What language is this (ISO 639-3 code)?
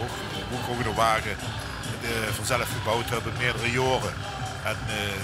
lim